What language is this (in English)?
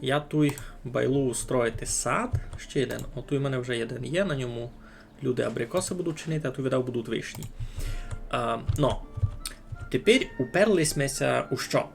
Rusyn